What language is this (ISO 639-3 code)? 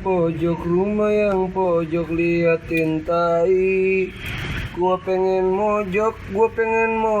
bew